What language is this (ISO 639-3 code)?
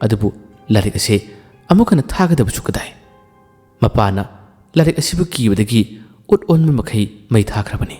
mni